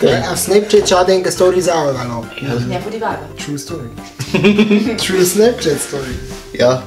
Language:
Bavarian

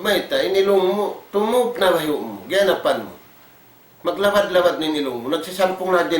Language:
Tausug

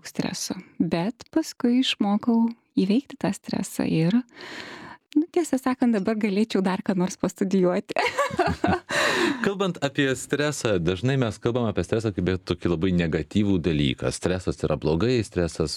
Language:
Lithuanian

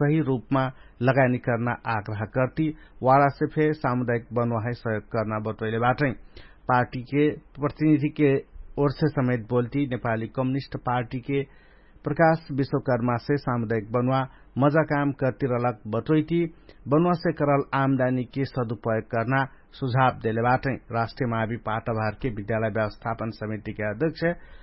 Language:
Dangaura Tharu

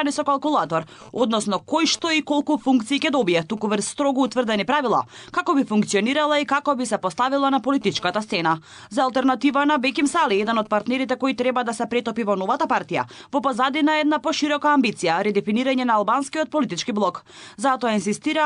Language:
Macedonian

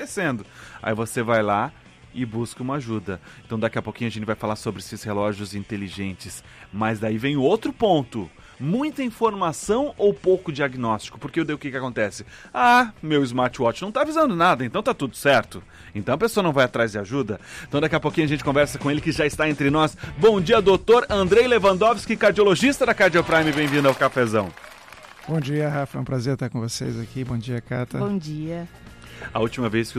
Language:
Portuguese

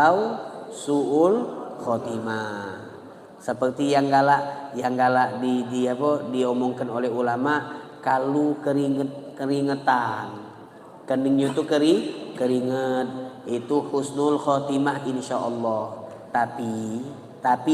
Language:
Musi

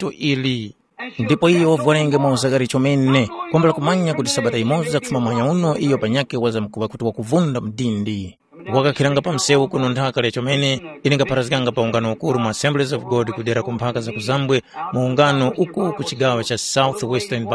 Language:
Tumbuka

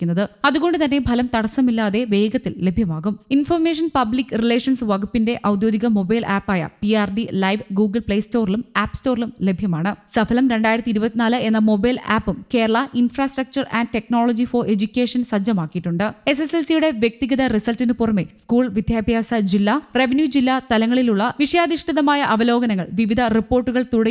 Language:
Malayalam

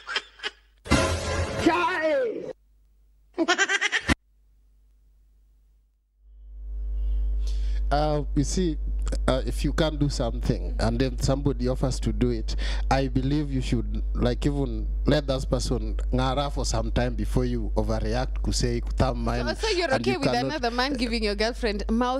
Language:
Swahili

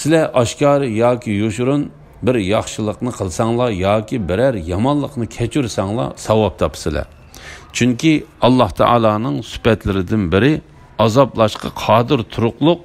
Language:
Uyghur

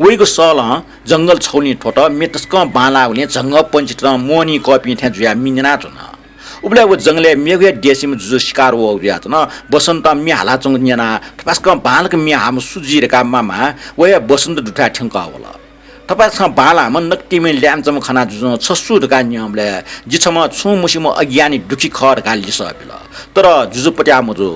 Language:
Newari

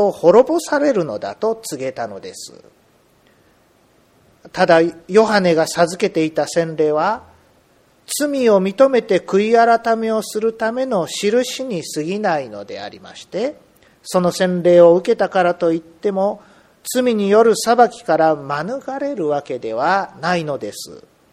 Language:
Japanese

